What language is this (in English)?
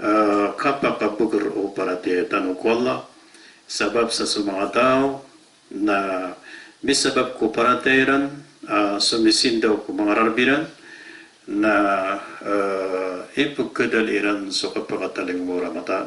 Maranao